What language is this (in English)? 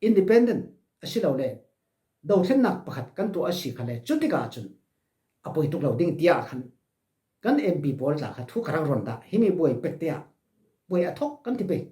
Falam Chin